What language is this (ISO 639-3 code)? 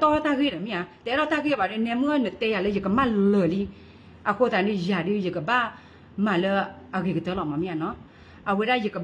ksw